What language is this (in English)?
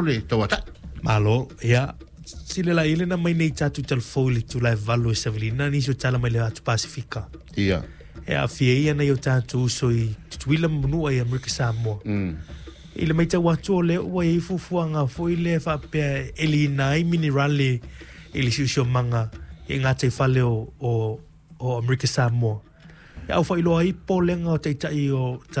Samoan